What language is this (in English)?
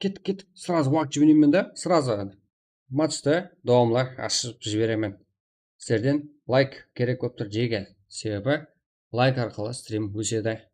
Kara-Kalpak